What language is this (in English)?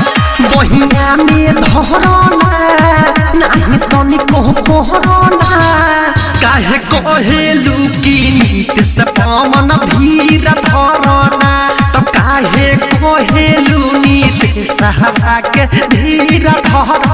Bhojpuri